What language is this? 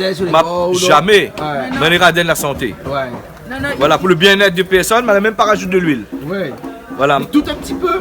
Réunion Creole French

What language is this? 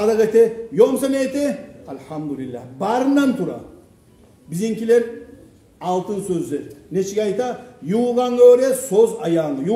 Kumyk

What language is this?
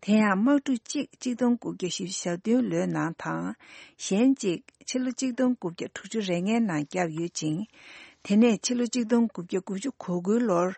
Tibetan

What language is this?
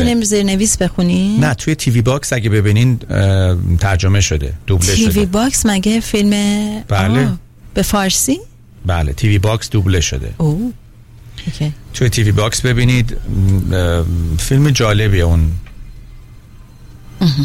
Persian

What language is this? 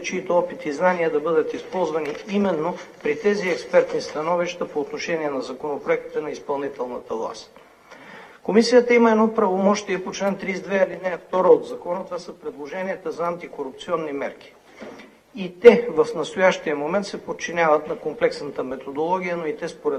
Bulgarian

